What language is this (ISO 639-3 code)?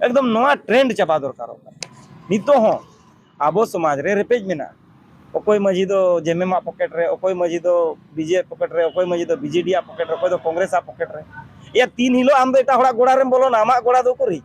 sat